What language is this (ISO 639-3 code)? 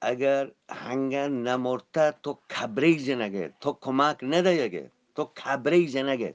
bgp